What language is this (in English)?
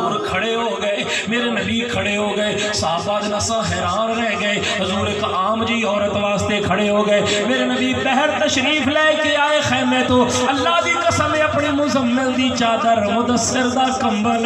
Saraiki